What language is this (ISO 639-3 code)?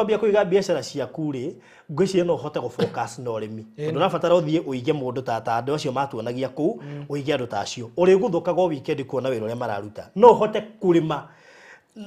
kik